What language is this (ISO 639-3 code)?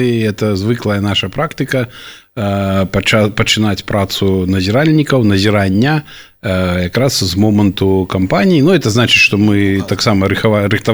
bel